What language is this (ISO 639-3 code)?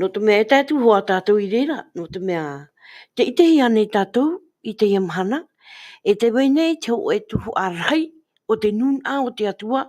tah